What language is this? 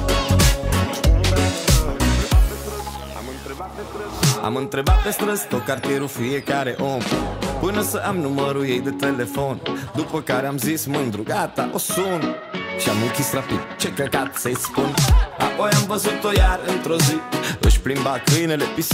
Romanian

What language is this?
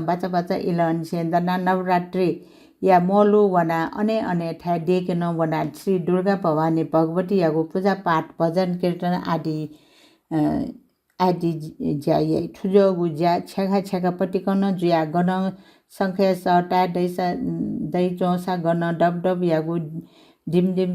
Newari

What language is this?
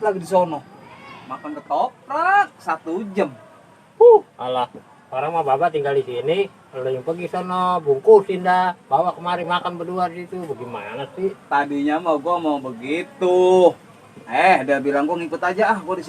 Betawi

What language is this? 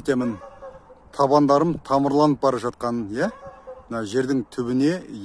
Kazakh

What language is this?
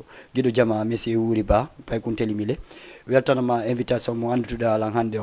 Fula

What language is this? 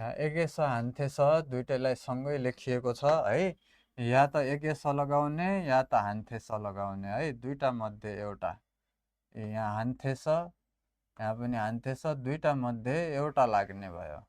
Nepali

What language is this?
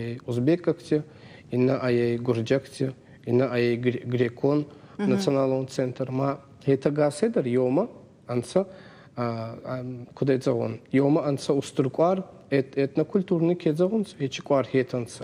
Ossetic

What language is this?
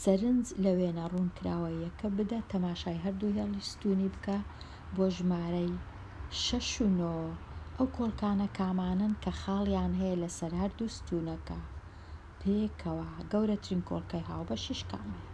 Central Kurdish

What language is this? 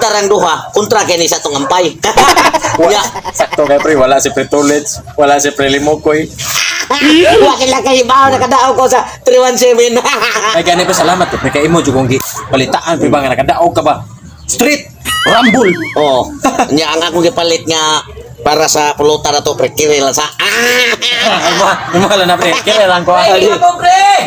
Cebuano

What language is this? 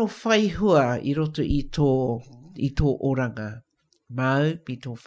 Māori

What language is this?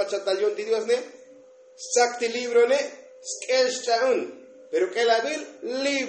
Tzotzil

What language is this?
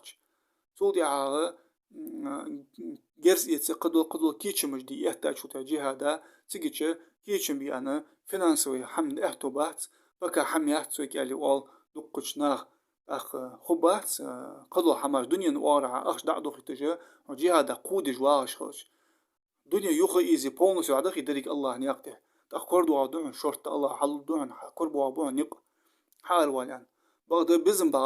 Ingush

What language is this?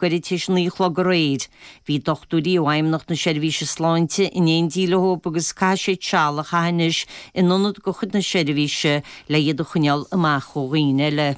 Irish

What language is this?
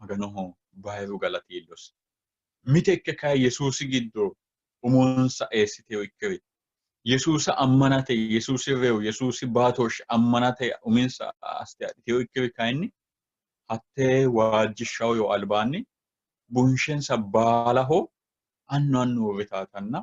Sidamo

